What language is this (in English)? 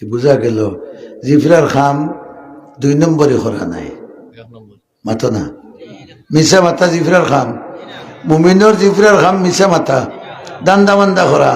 Sylheti